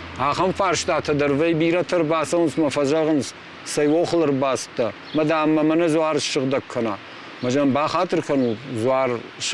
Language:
Ossetic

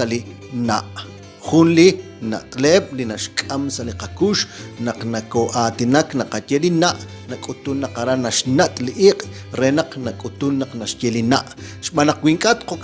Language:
Kekchí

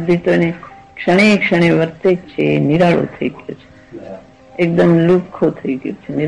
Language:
Gujarati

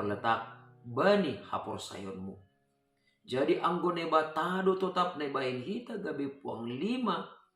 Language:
Batak Simalungun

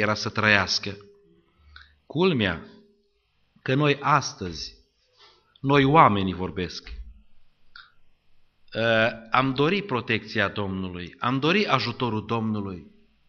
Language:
Romanian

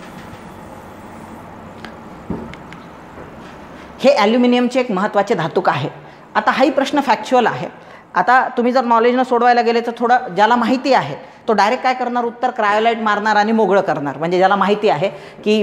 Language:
Marathi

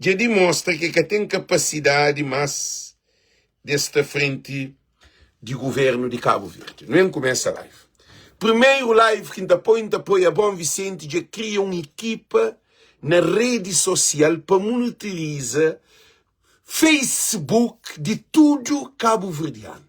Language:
Kabuverdianu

